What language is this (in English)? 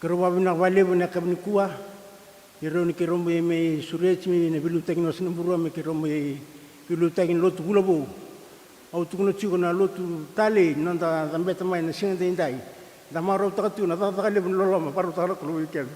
Fijian